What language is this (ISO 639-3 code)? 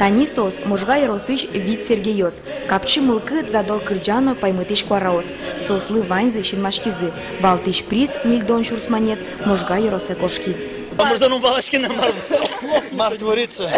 udm